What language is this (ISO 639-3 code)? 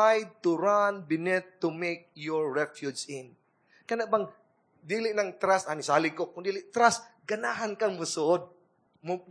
ceb